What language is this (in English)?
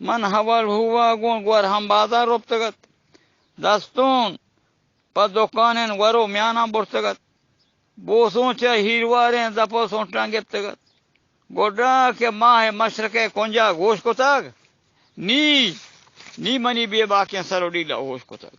Eastern Balochi